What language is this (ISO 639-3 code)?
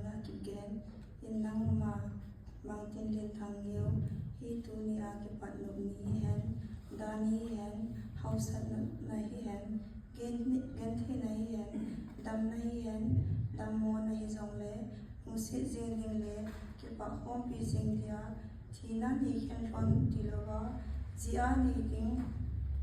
tcz